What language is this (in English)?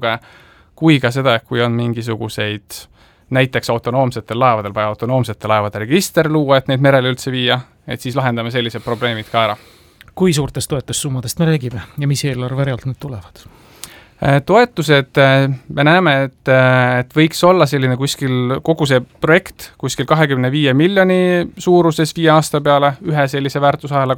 Estonian